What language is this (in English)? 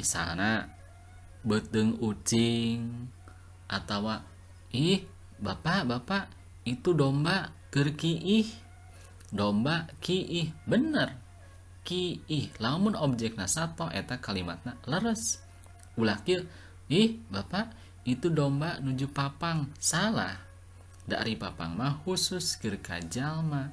Sundanese